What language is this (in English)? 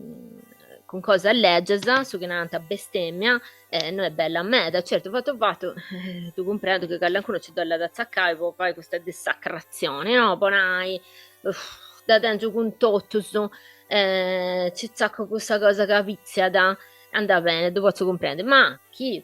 Sardinian